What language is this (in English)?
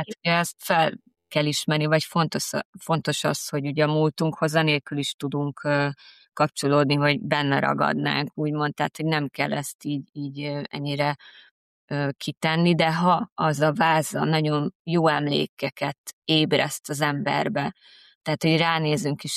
Hungarian